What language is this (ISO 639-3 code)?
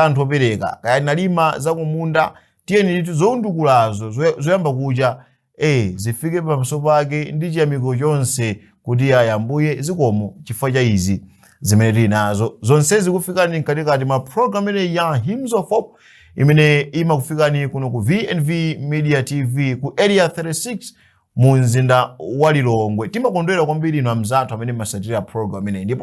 nya